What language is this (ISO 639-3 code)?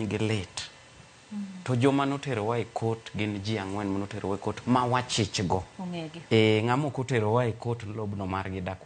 luo